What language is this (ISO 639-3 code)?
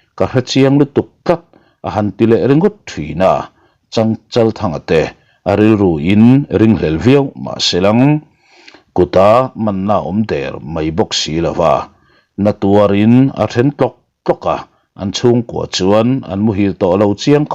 lus